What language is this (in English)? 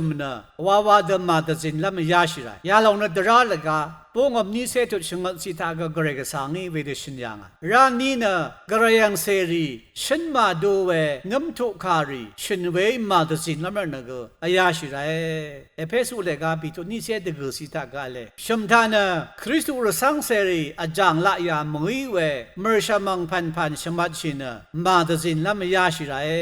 Rawang